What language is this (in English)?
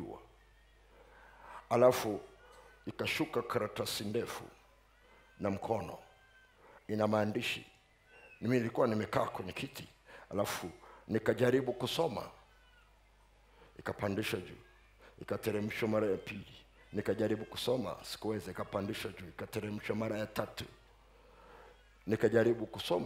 Swahili